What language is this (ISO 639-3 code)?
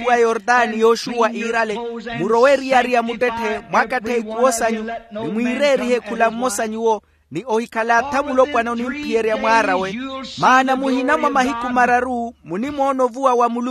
vmw